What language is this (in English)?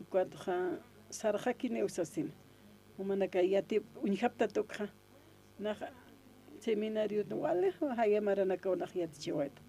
Aymara